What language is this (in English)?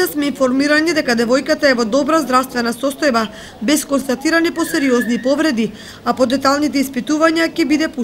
Macedonian